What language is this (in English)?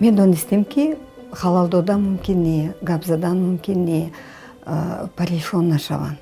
Tajik